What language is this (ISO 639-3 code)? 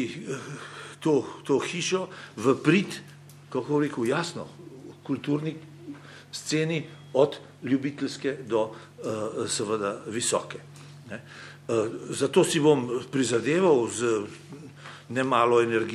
slv